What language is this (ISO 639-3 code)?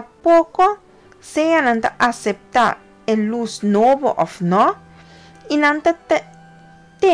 pap